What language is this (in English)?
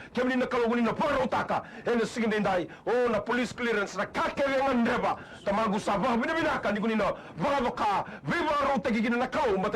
Fijian